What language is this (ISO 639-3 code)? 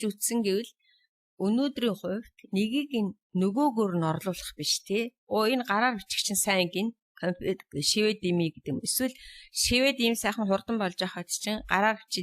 mon